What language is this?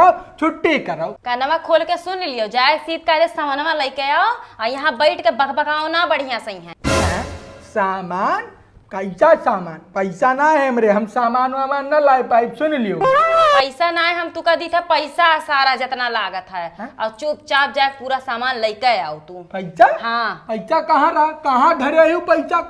Awadhi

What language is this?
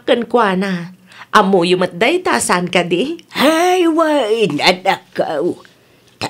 Iloko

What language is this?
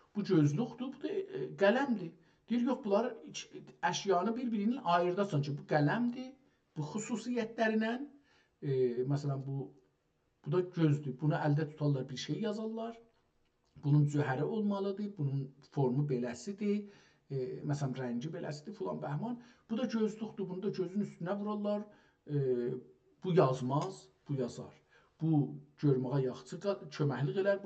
South Azerbaijani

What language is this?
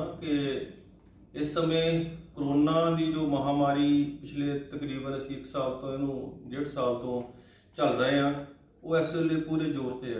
Punjabi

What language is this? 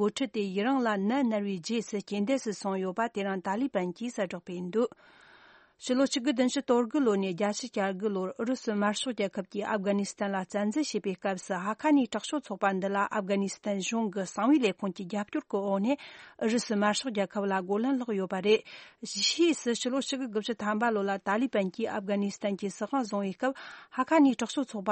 Tibetan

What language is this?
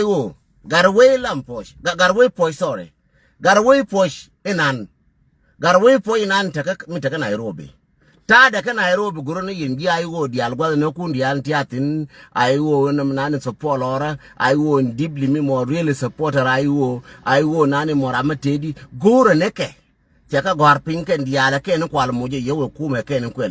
Nuer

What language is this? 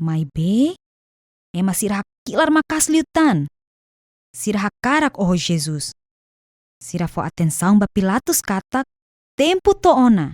Tetum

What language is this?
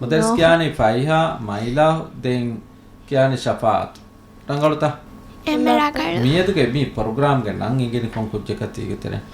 Divehi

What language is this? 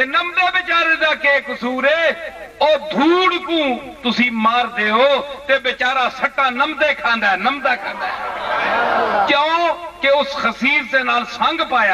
Saraiki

